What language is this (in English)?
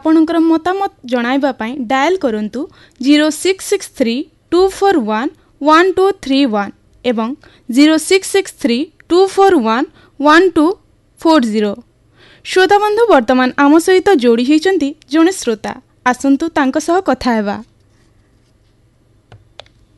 Odia